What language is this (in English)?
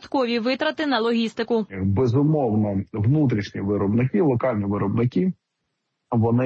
Ukrainian